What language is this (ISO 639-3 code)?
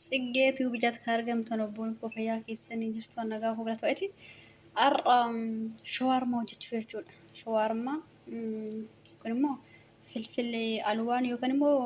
orm